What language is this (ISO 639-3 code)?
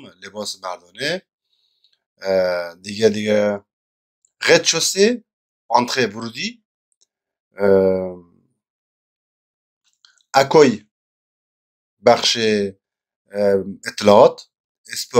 fas